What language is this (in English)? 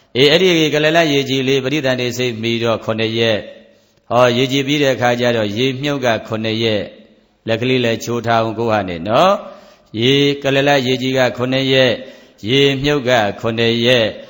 Burmese